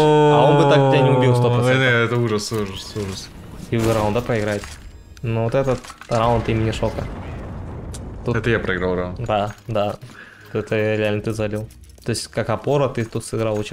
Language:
Russian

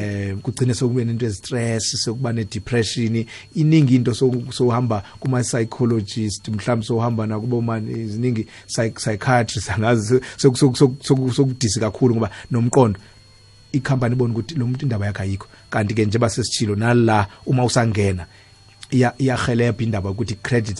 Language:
South Ndebele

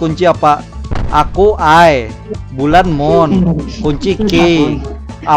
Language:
Banjar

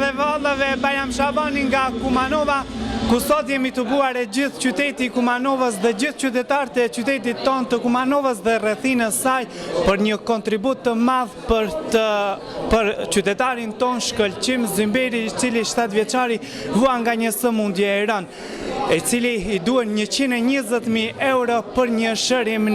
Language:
Albanian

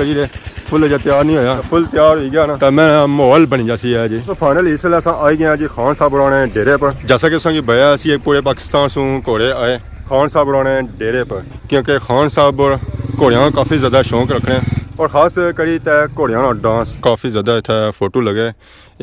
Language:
Pahari-Potwari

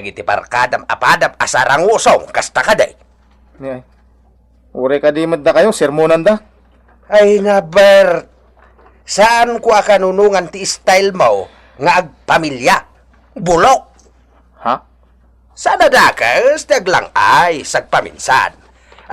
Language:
Iloko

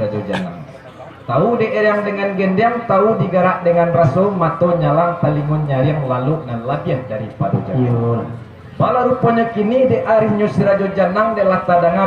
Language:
Minangkabau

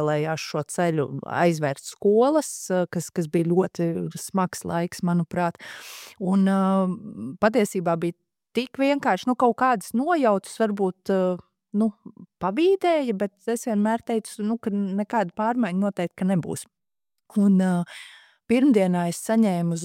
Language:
Latvian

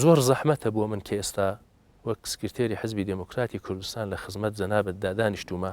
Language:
Central Kurdish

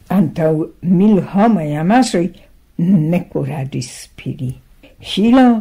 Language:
Esperanto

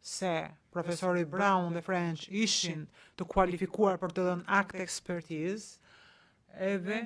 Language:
Albanian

